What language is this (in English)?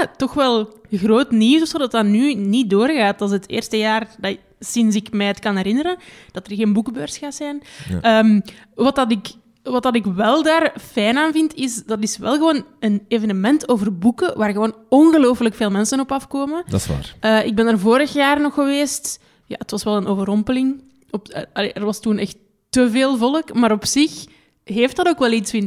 Dutch